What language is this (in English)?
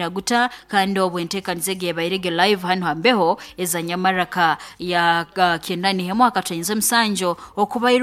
Nyankole